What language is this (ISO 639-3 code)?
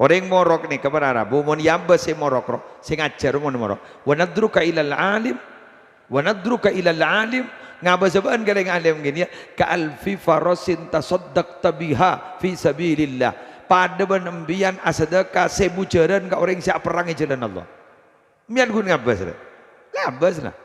mad